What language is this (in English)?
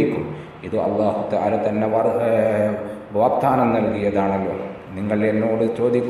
Malayalam